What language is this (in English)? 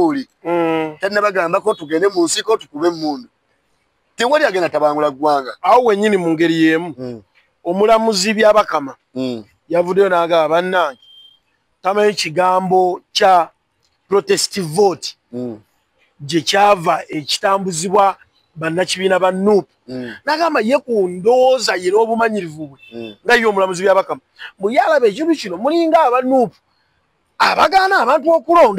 Ganda